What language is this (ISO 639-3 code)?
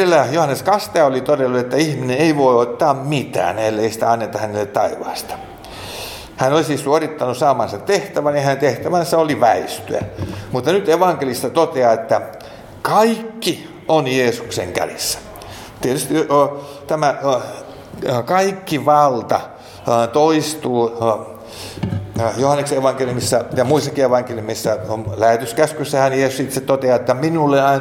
fin